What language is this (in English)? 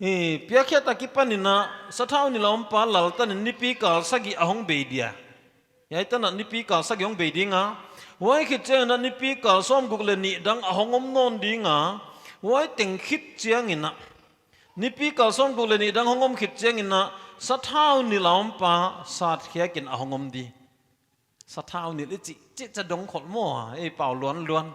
Paite Chin